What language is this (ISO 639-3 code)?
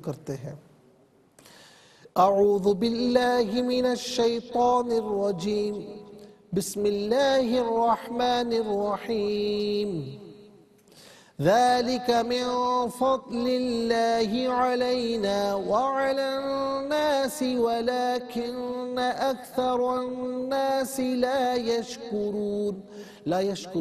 urd